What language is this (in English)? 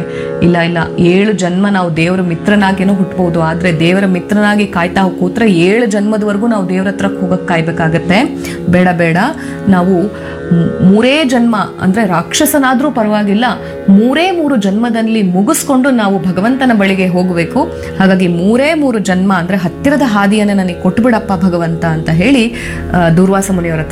Kannada